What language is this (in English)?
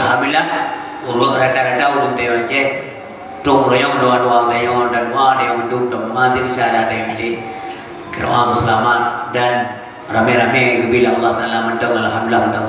Achinese